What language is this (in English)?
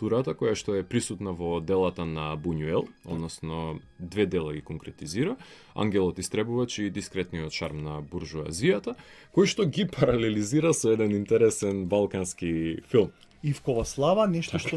Macedonian